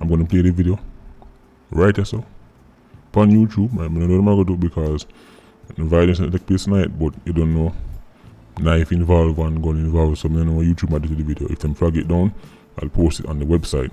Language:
Jamaican Creole English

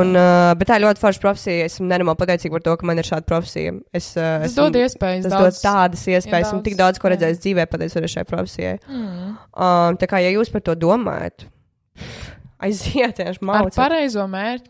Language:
Latvian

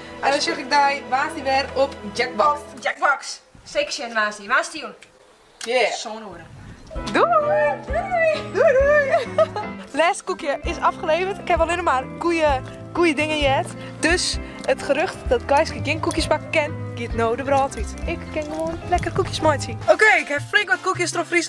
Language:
Western Frisian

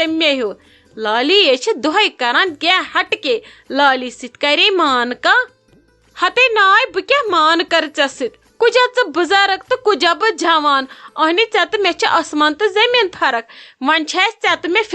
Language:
Kashmiri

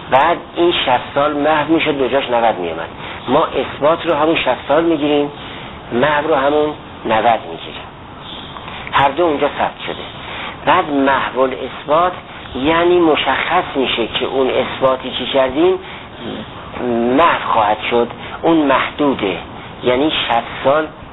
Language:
Persian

